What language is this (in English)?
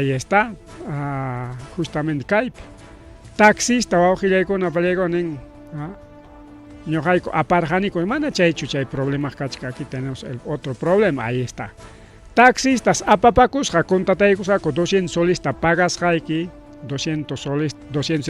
Ayacucho Quechua